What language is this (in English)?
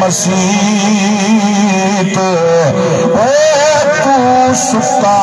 Saraiki